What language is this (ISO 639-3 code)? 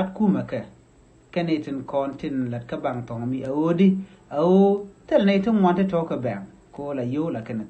nus